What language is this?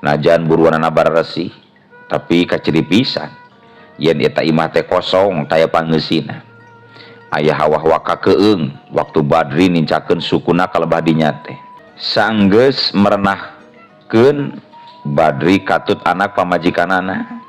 Sundanese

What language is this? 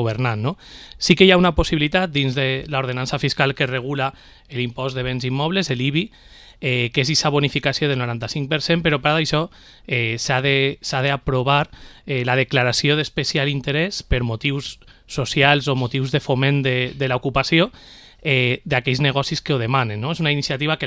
Catalan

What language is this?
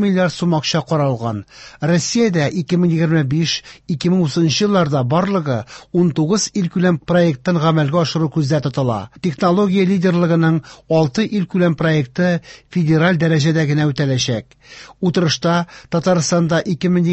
Tatar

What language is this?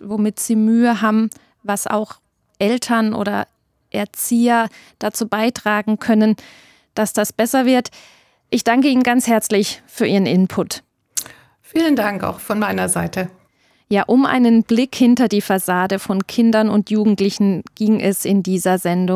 German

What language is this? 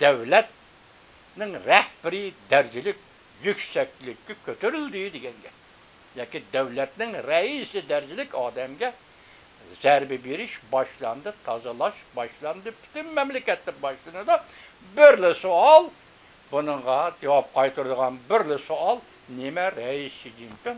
Uyghur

